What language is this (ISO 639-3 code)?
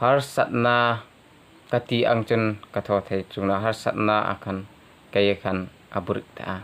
hmr